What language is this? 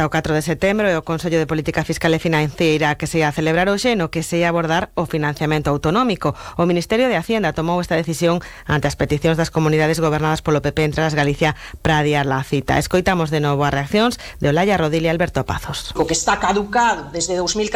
Galician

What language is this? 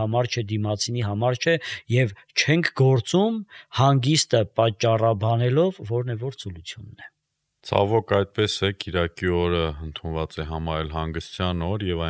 Armenian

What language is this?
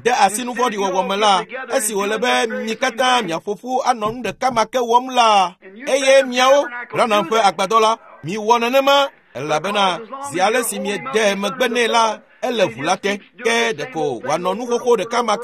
Ewe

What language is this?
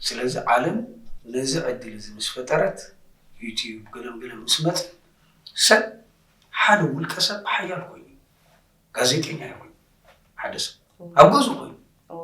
Tigrinya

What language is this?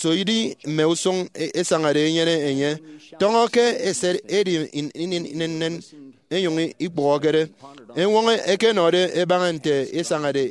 Efik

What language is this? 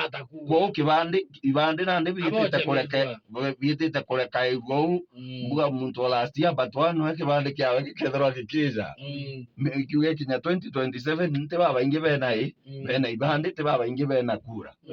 Meru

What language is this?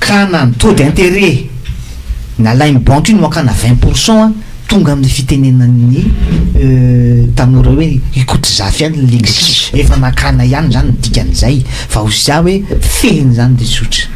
Malagasy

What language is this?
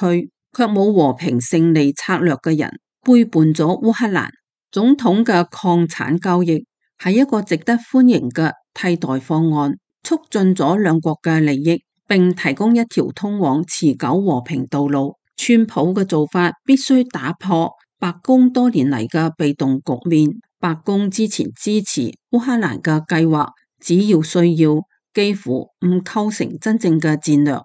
Cantonese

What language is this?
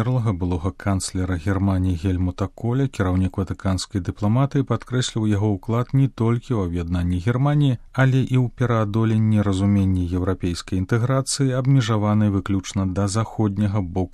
Belarusian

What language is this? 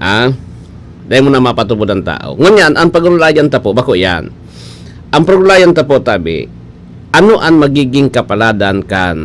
Bikol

